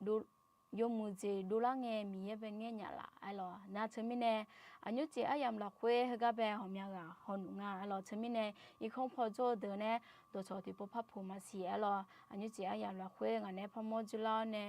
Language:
Akha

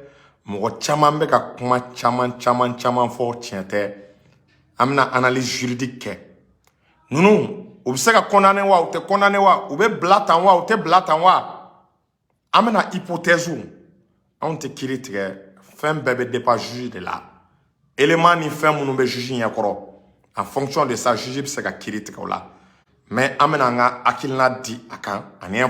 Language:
Bambara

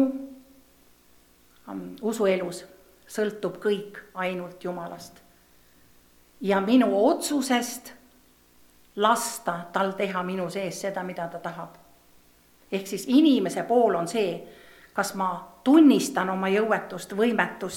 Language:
Estonian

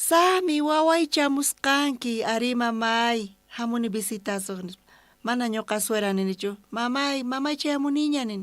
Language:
South Bolivian Quechua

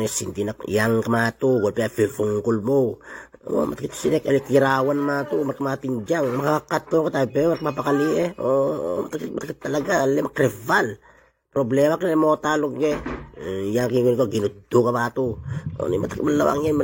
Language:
Itawit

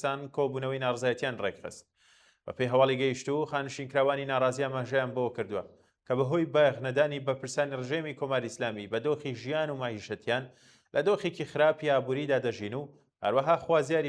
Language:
Central Kurdish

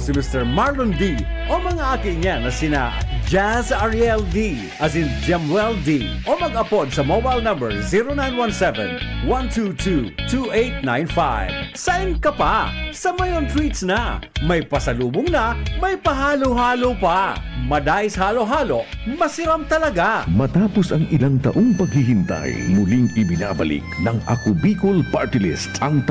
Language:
Bikol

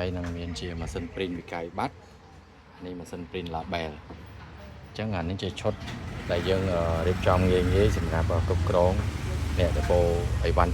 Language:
Khmer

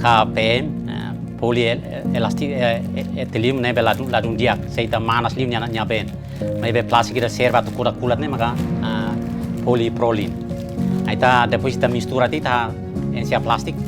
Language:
Tetum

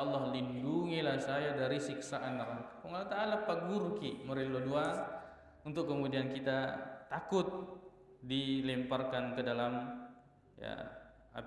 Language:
Buginese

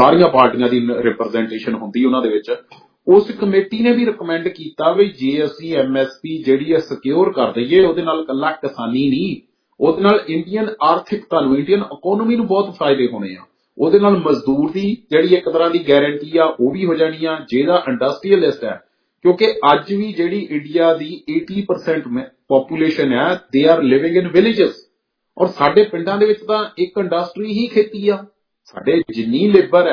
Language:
Punjabi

